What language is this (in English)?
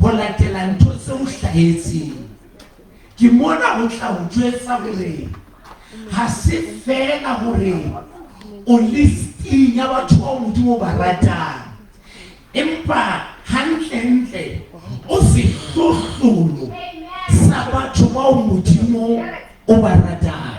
Southern Sotho